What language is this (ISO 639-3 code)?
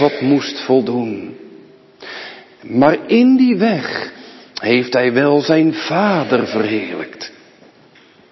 nld